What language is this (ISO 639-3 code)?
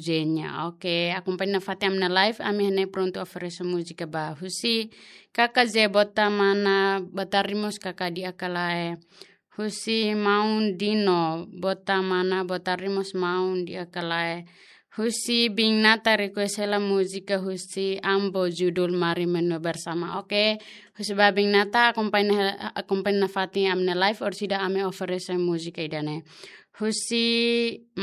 tet